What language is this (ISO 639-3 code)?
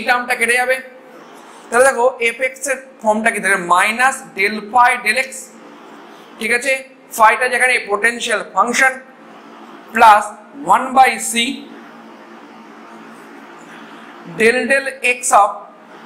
ben